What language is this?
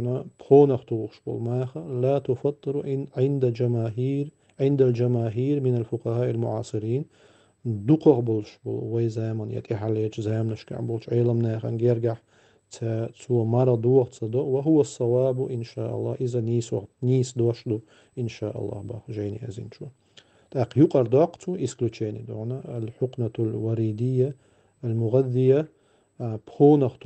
Chechen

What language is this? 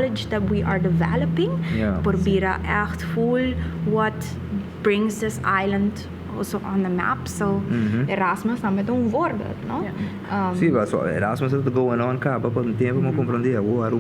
Papiamento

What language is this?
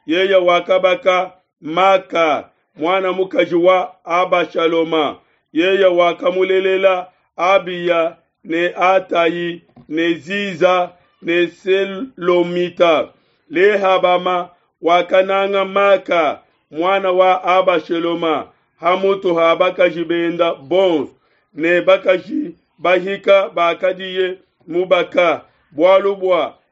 Luba-Lulua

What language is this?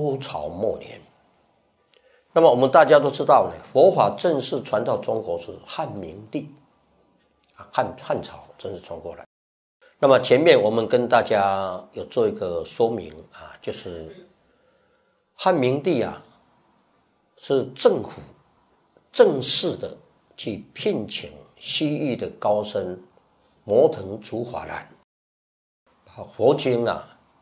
Chinese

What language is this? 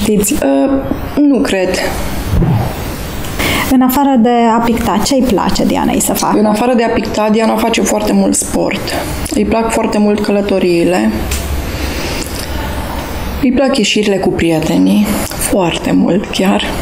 Romanian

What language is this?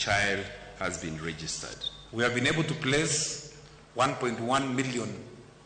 Luo (Kenya and Tanzania)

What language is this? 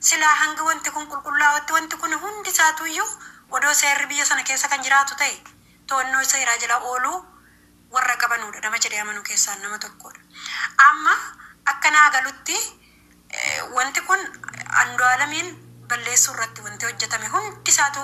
Oromo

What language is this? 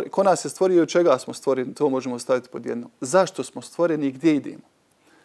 Bosnian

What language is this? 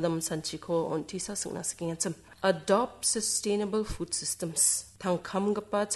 Garo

